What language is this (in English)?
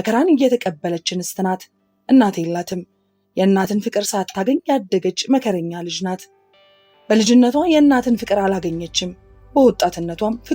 Amharic